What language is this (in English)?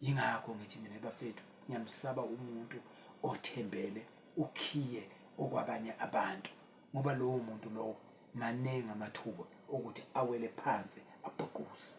Zulu